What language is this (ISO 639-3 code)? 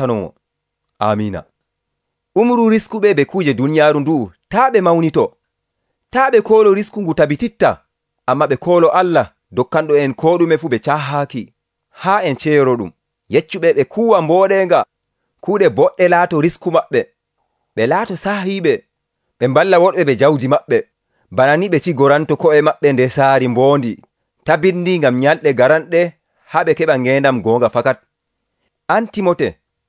fuv